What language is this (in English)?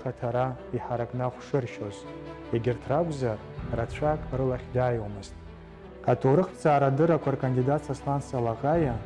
Abkhazian